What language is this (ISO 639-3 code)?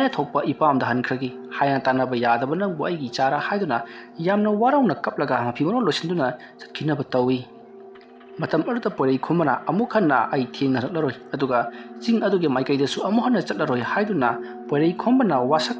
mni